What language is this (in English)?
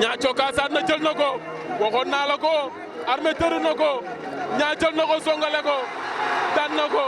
Wolof